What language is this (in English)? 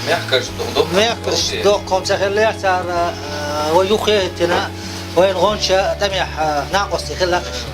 Chechen